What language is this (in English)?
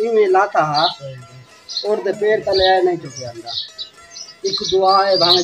Saraiki